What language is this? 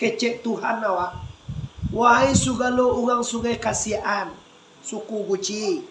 Minangkabau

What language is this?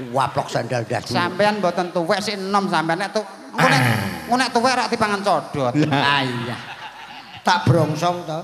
Javanese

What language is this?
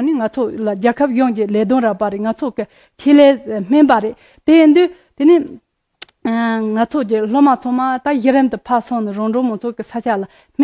Tibetan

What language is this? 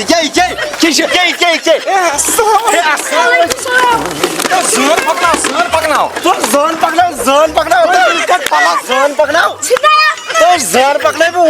Kashmiri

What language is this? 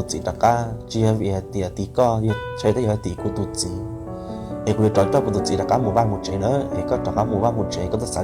Hmong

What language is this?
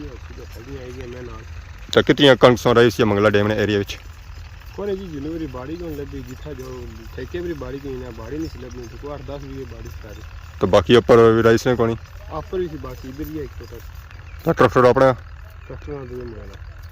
Pahari-Potwari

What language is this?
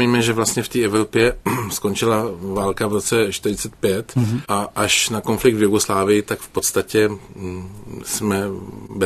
Czech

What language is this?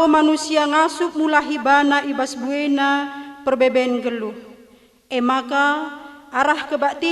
Batak Karo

